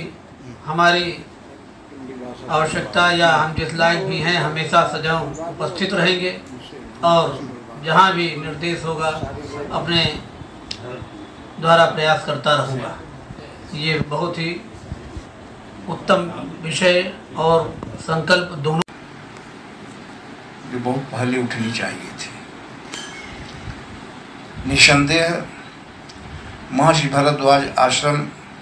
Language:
Hindi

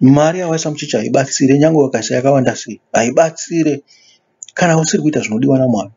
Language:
Shona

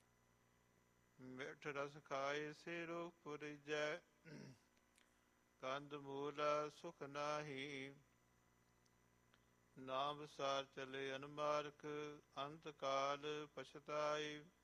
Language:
Punjabi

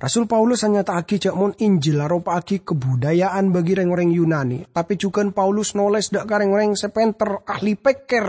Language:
Madurese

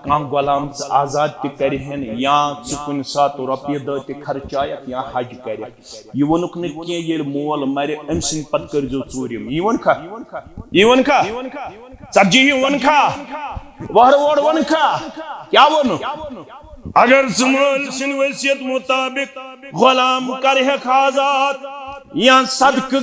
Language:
Kashmiri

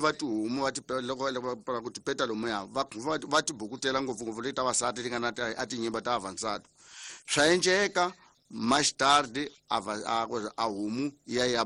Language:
Tsonga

